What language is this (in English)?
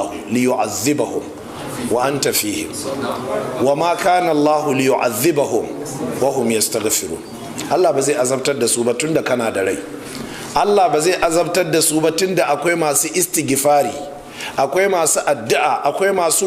Hausa